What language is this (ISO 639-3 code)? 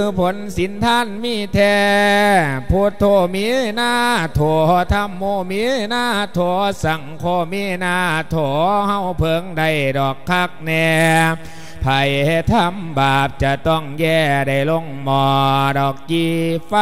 lao